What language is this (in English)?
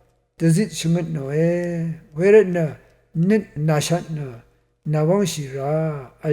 Rawang